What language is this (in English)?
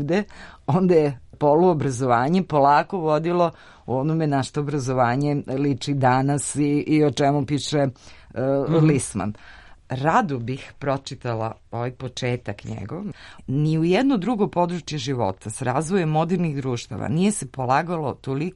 Serbian